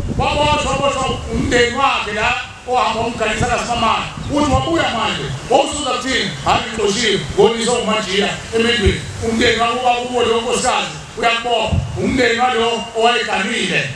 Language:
Zulu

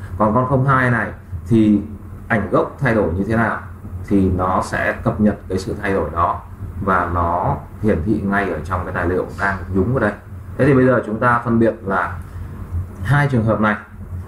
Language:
Vietnamese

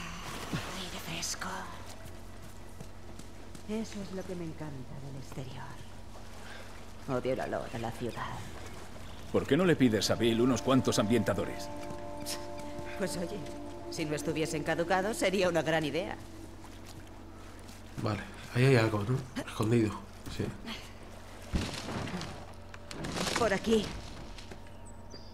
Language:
Spanish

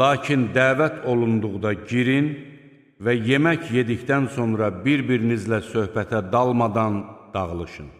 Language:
Azerbaijani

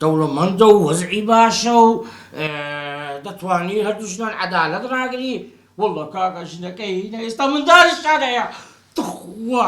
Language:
Central Kurdish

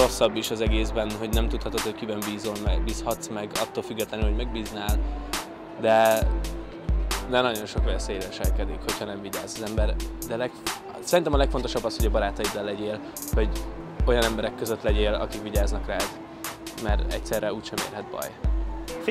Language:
Hungarian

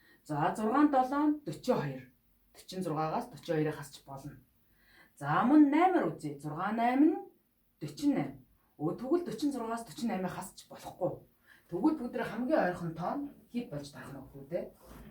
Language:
Mongolian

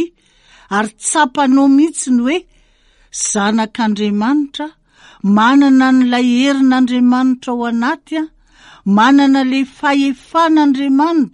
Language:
Malagasy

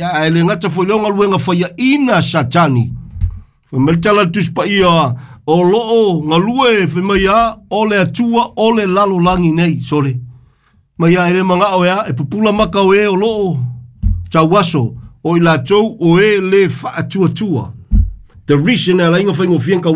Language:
Samoan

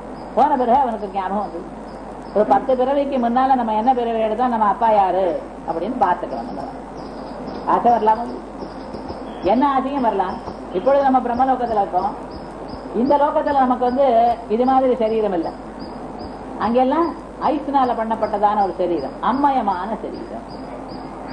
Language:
Tamil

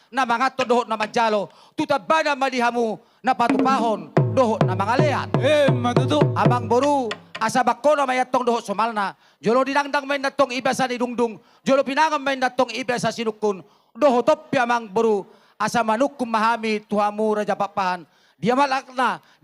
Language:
Batak Toba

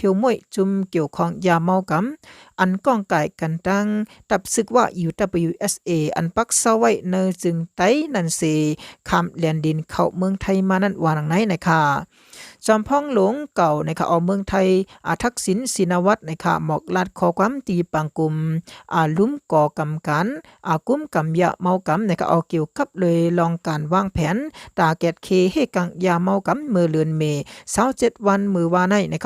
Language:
Shan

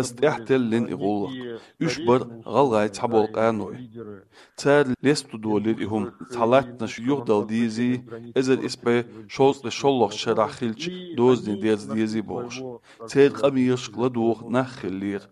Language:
Chechen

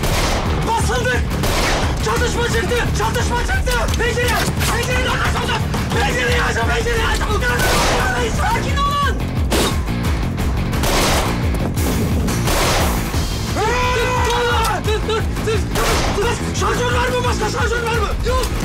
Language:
Turkish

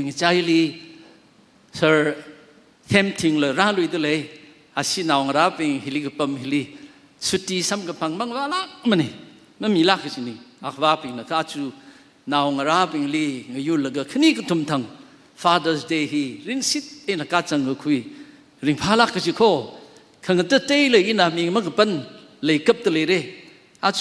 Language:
Tangkhul Naga (India)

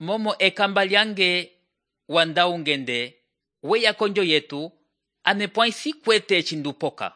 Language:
Umbundu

